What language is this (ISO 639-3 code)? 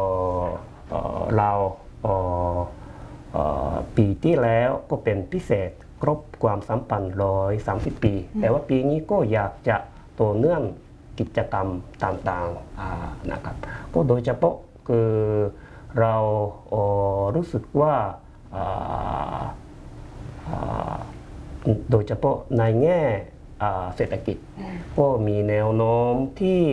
tha